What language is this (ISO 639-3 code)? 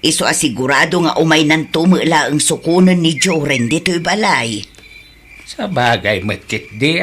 ilo